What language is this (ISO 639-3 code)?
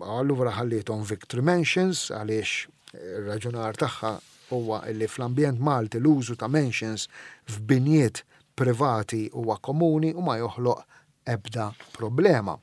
mlt